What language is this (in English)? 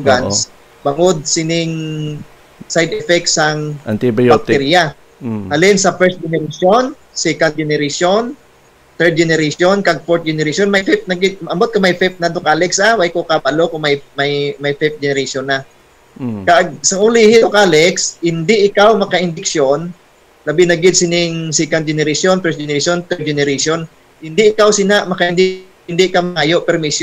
Hiligaynon